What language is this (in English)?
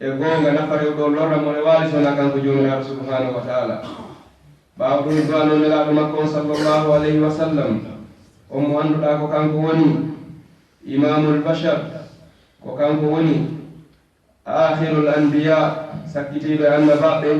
Fula